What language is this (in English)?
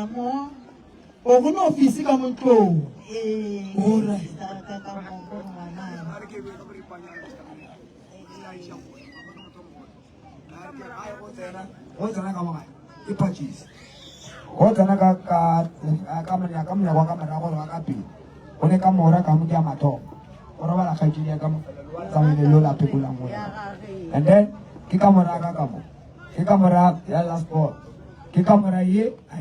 Northern Sotho